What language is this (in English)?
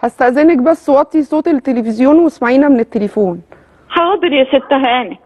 Egyptian Arabic